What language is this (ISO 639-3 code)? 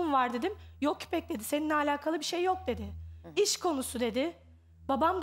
tur